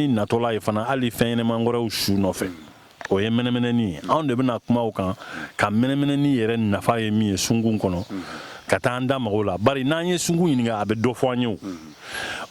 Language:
Bambara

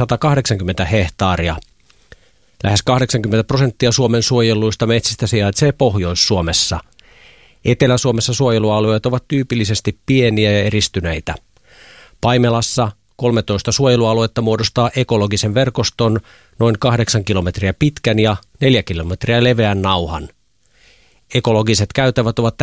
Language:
Finnish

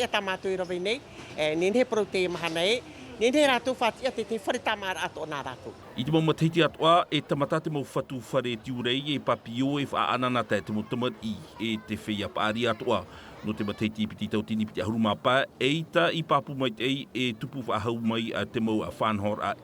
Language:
Tahitian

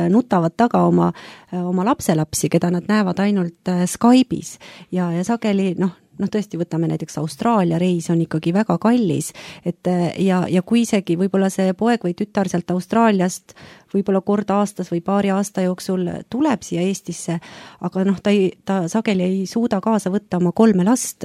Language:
Estonian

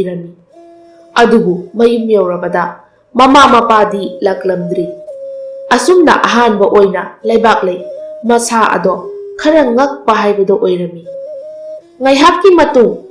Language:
Manipuri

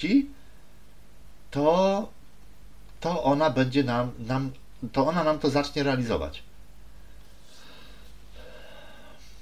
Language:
Polish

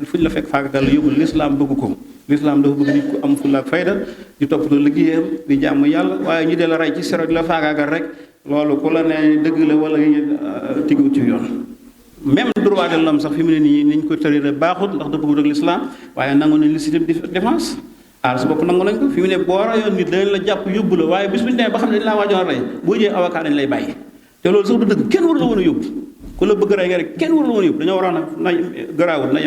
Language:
Wolof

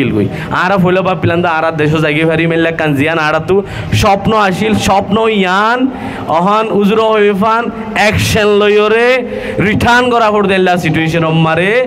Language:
Rohingya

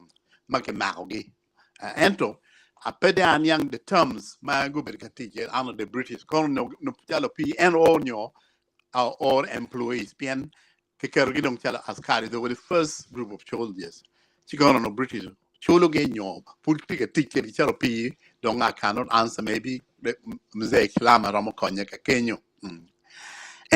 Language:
Acoli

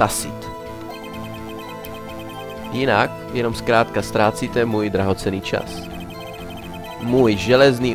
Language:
Czech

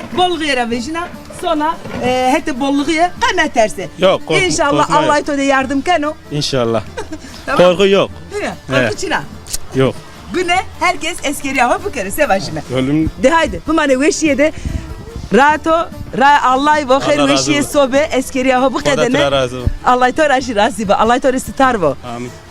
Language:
Zaza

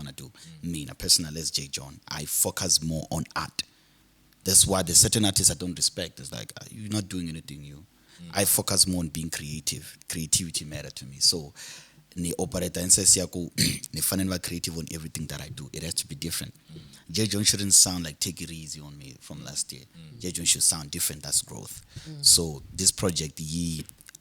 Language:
Tsonga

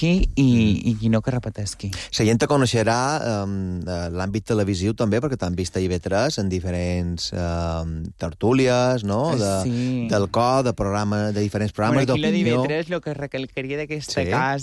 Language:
Catalan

